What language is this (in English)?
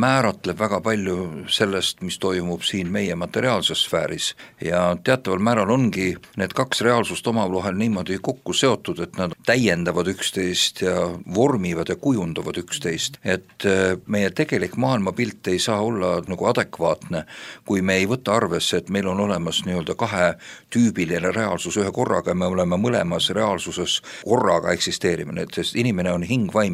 Estonian